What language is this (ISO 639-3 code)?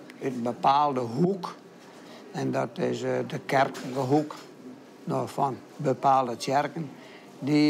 fry